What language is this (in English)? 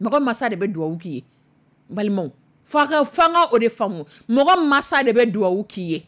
Dyula